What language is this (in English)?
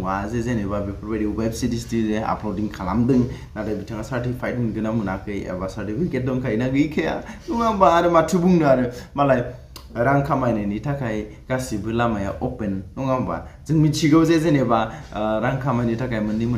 Bodo